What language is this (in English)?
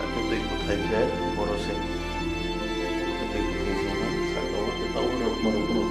Riang (India)